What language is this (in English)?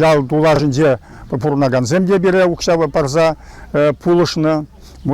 Chuvash